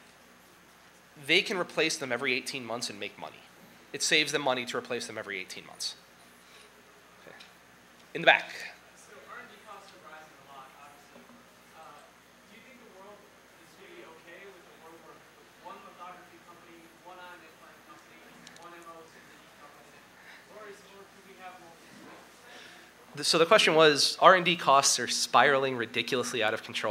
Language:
English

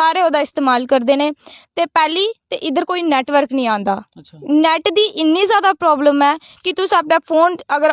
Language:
Dogri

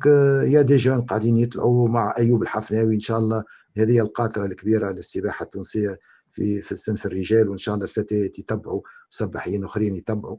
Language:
Tunisian Arabic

